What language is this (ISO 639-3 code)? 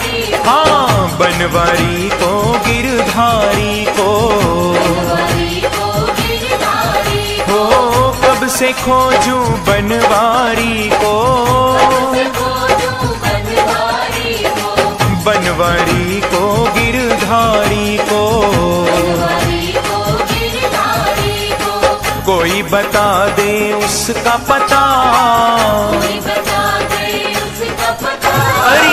hin